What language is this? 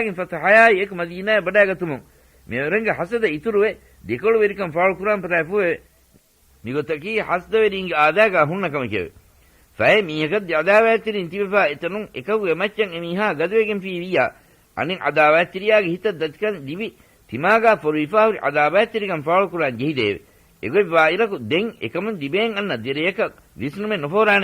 Divehi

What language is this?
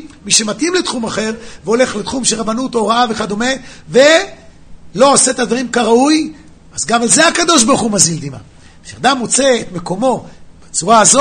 Hebrew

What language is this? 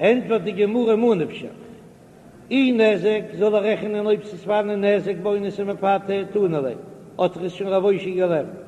Yiddish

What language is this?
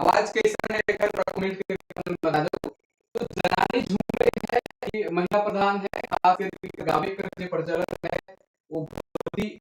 Sadri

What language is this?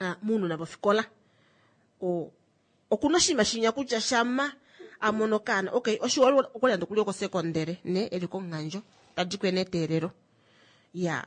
Kuanyama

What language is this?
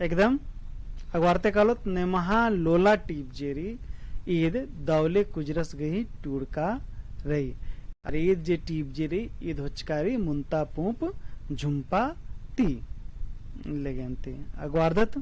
Kurukh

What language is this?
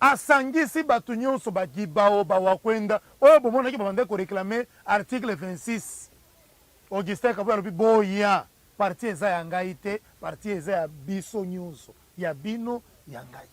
Lingala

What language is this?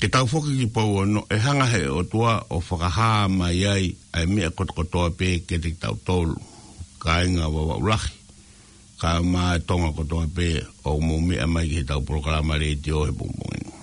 Tongan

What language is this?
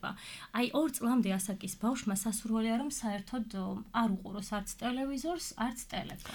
Georgian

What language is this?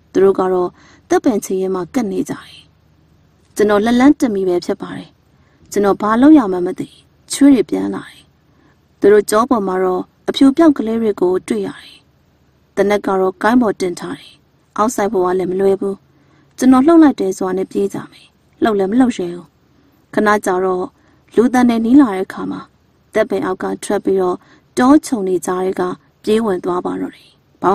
Burmese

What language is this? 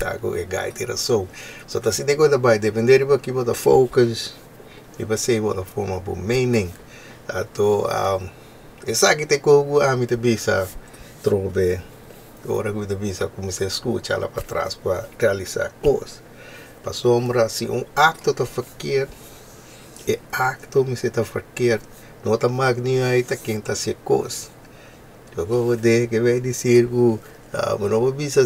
Papiamento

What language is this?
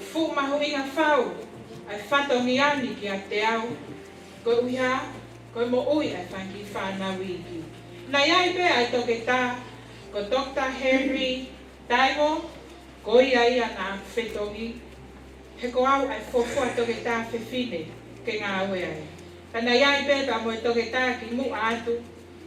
Tongan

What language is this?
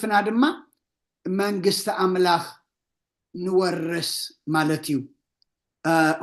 Tigrinya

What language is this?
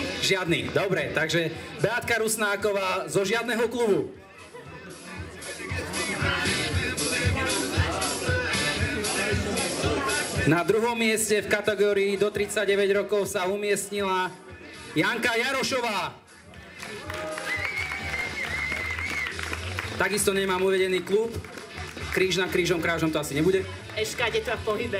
Slovak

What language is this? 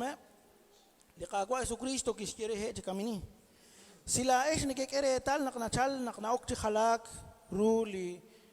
Kekchí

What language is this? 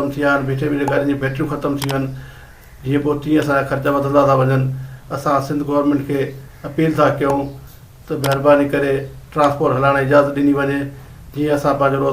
Sindhi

